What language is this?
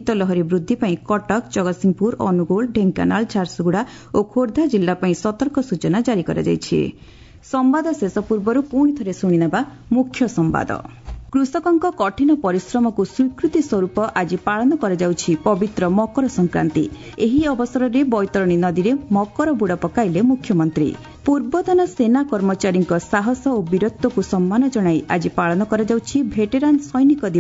Odia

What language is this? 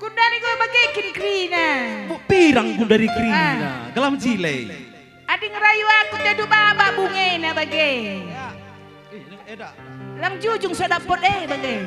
Batak Karo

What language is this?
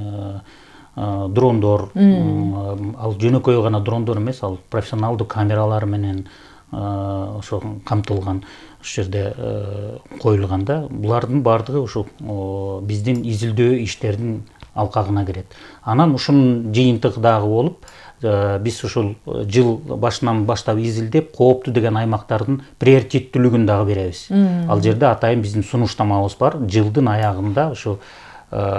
Kyrgyz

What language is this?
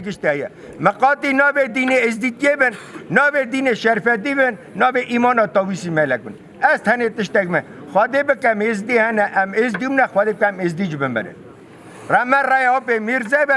Kurdish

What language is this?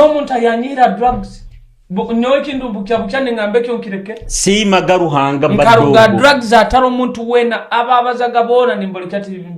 Nyoro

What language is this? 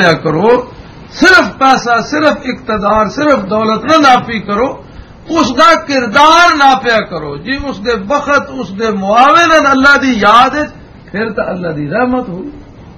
Western Panjabi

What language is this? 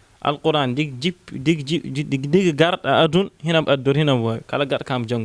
Fula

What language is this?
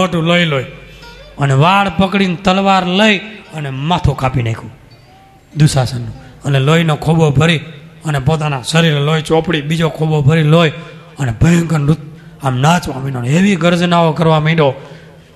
Gujarati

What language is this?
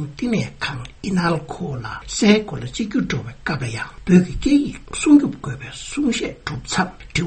Tibetan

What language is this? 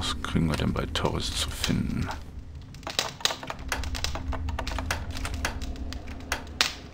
German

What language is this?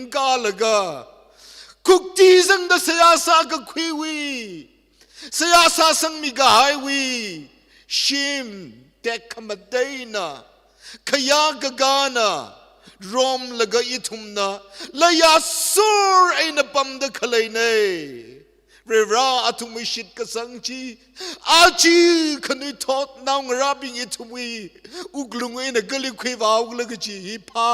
Tangkhul Naga (India)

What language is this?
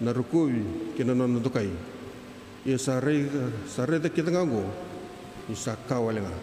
Fijian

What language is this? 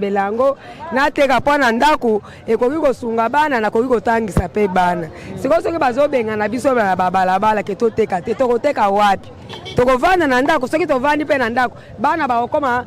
Lingala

